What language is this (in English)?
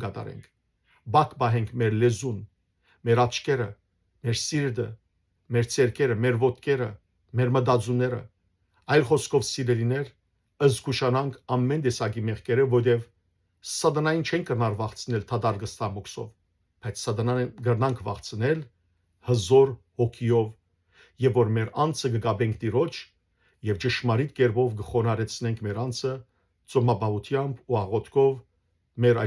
Western Armenian